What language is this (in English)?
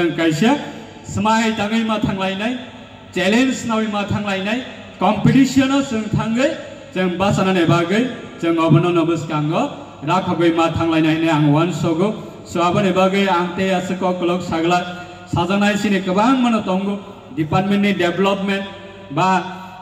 Riang (India)